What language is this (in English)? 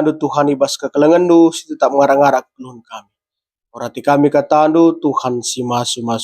Batak Karo